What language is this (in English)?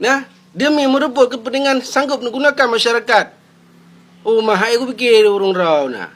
Achinese